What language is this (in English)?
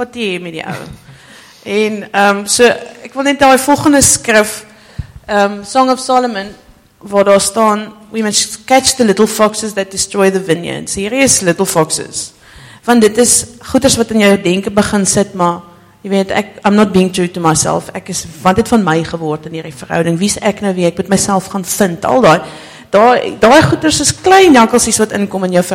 Afrikaans